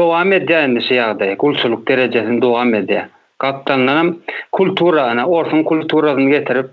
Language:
Turkmen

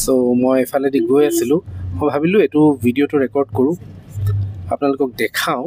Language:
Assamese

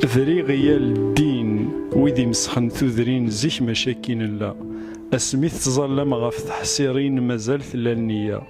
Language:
Kabyle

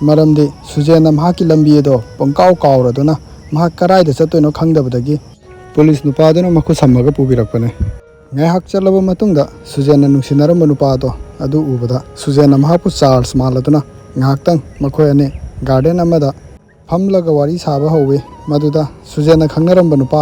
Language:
Manipuri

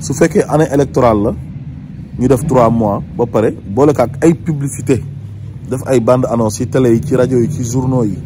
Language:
Wolof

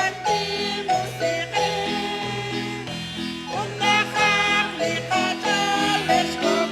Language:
Kekchí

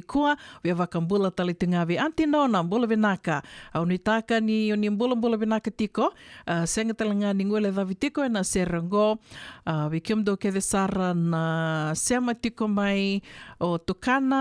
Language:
Fijian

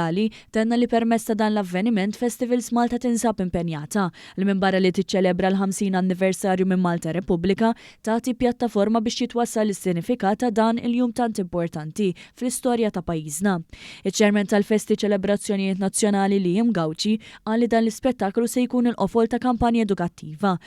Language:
Maltese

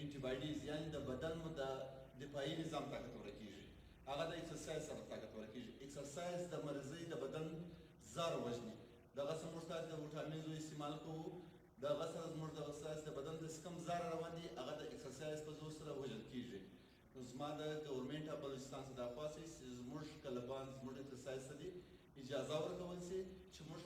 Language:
Pashto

